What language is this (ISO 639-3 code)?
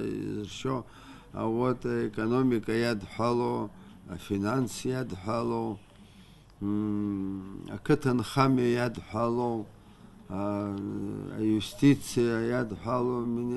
abk